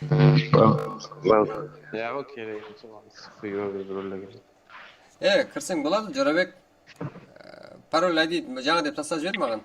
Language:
Kara-Kalpak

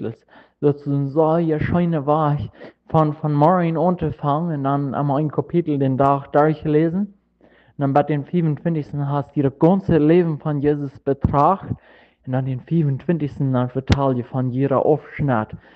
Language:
Plautdietsch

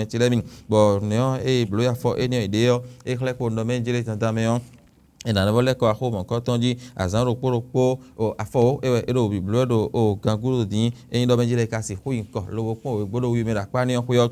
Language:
Fon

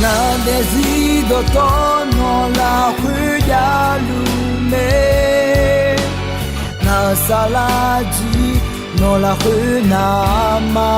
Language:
Akha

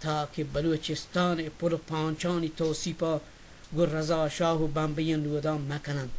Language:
Baluchi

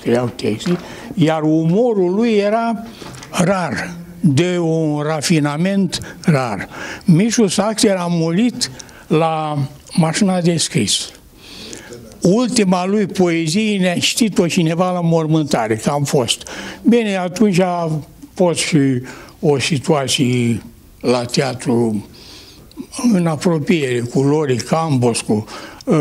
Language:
Romanian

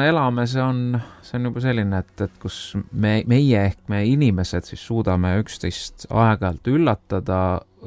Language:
Estonian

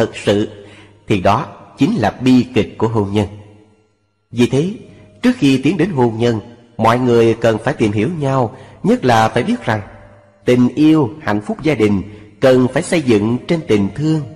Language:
Vietnamese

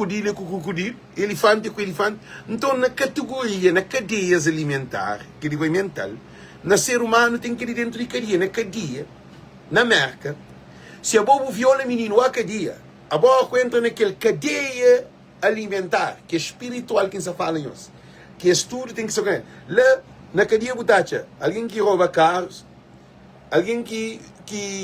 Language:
Kabuverdianu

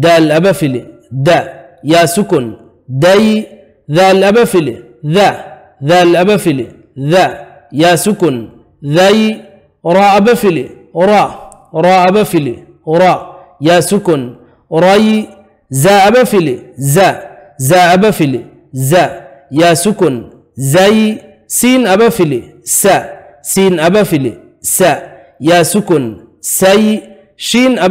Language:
Divehi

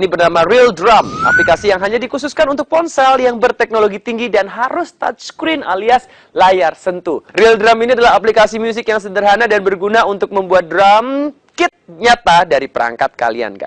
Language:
Indonesian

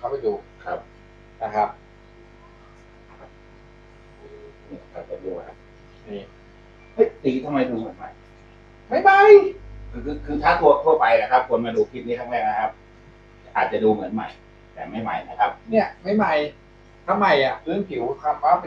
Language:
Thai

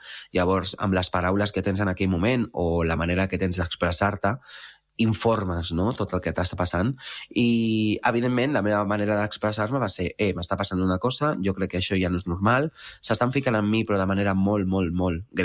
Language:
Catalan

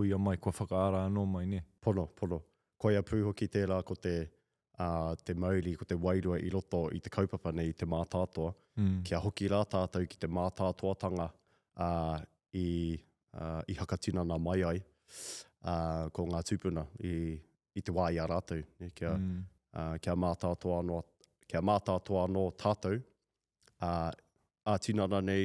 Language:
Māori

